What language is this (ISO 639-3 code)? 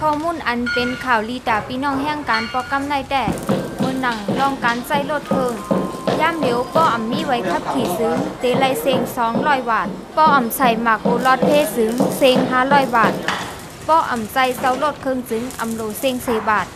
shn